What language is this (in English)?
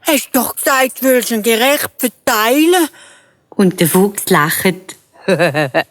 Swiss German